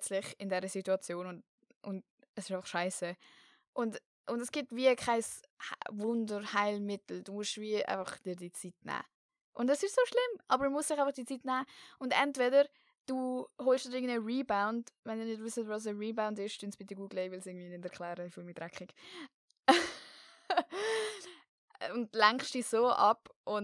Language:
Swiss German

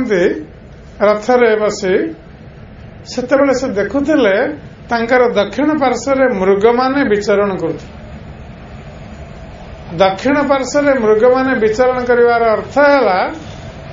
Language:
Odia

